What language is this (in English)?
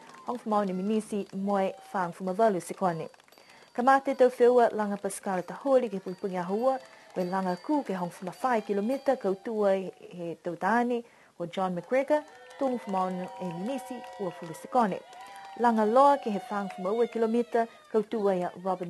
Niuean